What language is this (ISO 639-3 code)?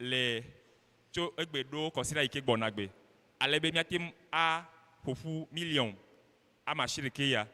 ewe